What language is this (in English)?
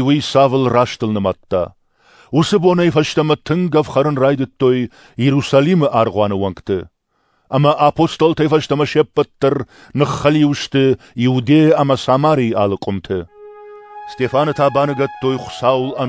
Ossetic